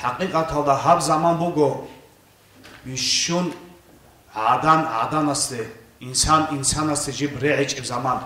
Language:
Avaric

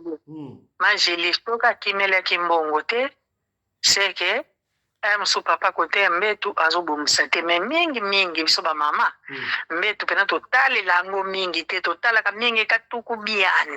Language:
Lingala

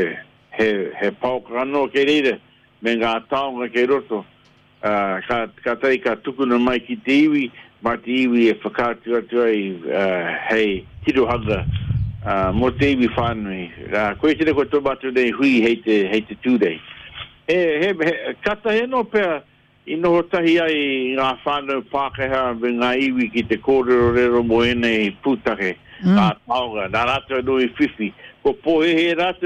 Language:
Māori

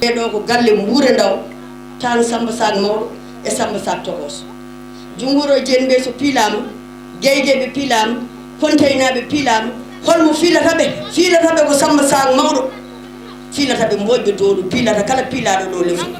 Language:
Fula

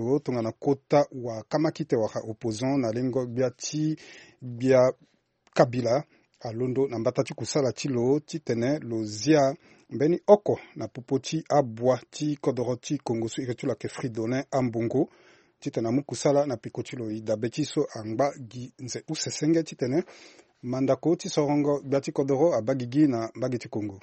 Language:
Sango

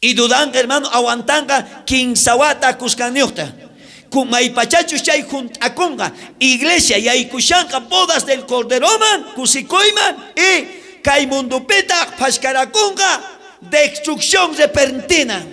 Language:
South Bolivian Quechua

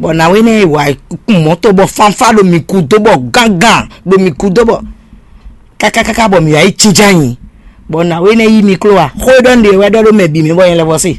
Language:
Fon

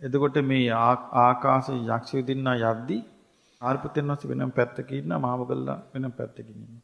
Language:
Sinhala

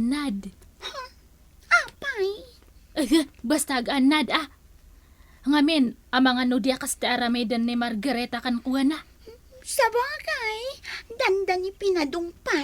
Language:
Iloko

